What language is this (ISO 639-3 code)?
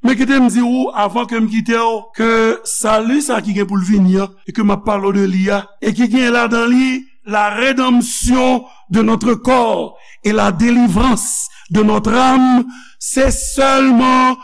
hat